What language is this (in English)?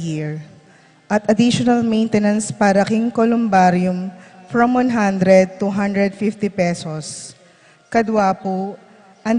Pampanga